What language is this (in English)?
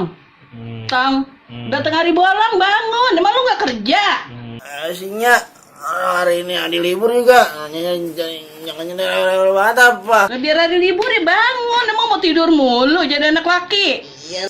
Betawi